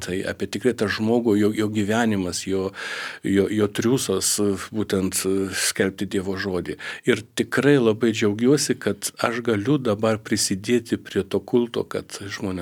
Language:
Lithuanian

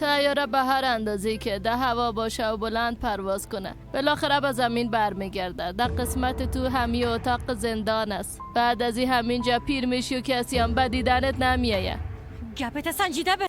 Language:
Persian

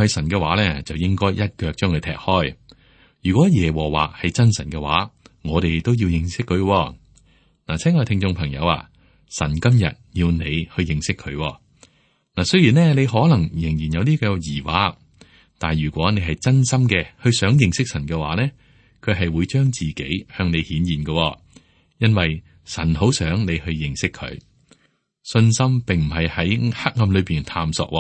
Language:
Cantonese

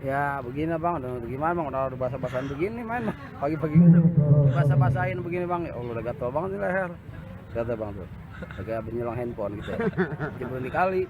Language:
Betawi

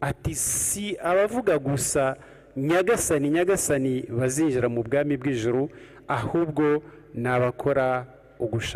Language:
Kinyarwanda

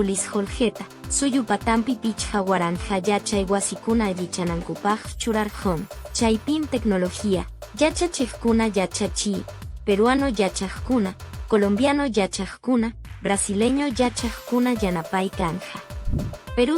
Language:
Quechua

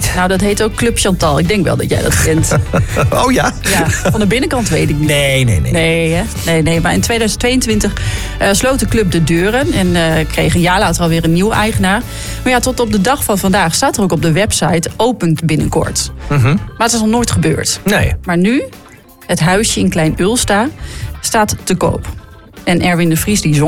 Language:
Dutch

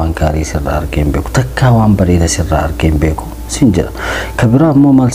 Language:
Oromo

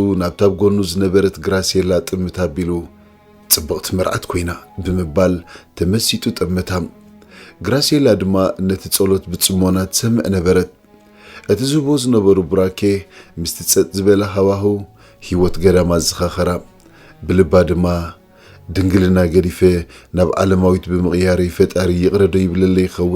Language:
Tigrinya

